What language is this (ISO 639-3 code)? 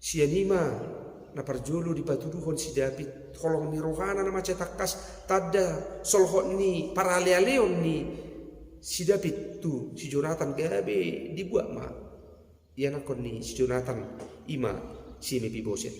bbc